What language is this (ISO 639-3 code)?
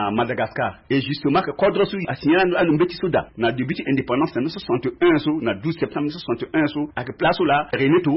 sag